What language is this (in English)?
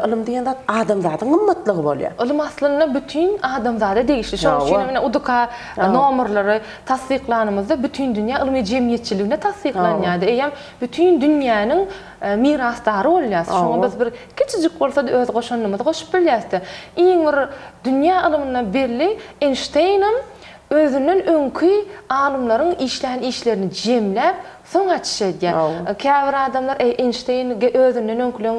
Turkmen